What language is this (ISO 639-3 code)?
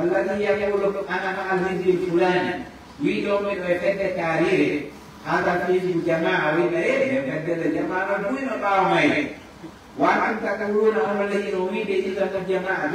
ful